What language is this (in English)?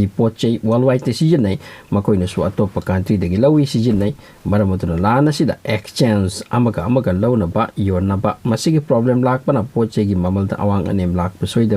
Manipuri